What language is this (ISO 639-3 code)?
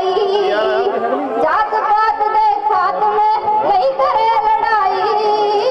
pan